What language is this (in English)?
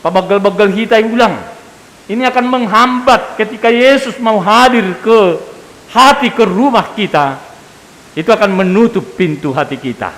Batak Simalungun